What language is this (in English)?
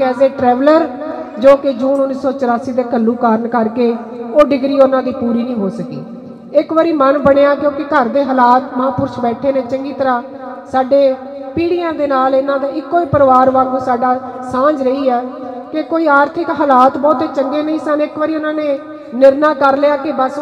Punjabi